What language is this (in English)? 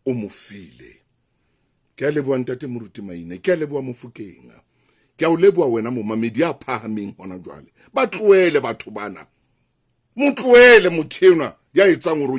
Southern Sotho